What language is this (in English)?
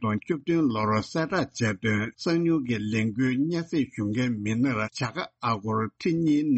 Tibetan